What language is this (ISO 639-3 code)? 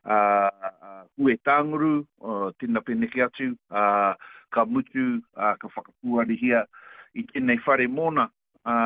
mri